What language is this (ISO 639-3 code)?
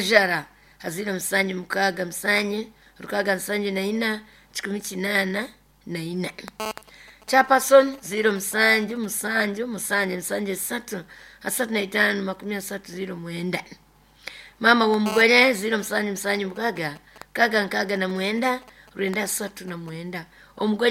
nyo